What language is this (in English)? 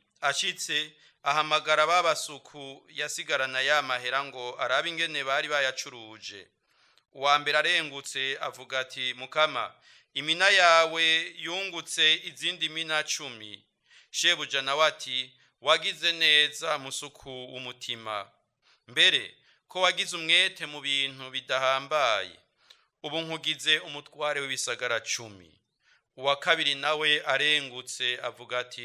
Rundi